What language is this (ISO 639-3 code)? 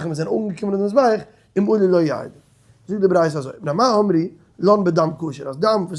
yid